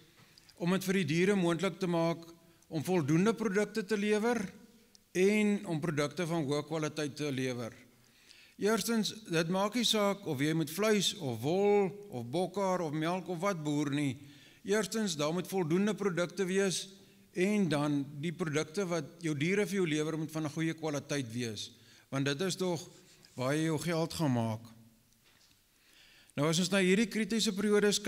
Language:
Afrikaans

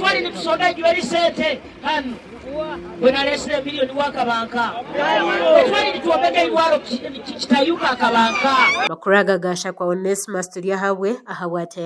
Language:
Nyankole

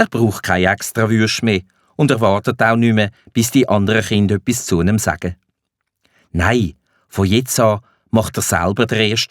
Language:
Swiss German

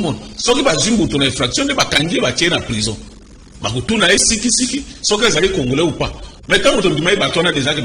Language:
Lingala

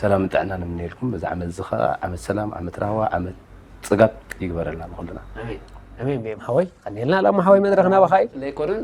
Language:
Tigrinya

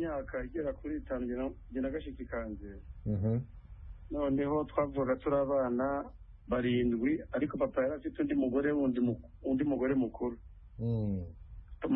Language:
Kinyarwanda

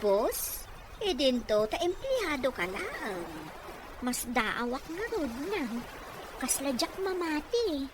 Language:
Iloko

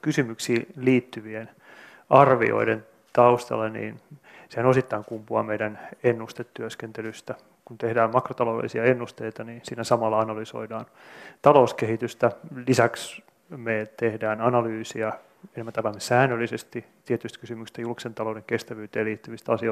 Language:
Finnish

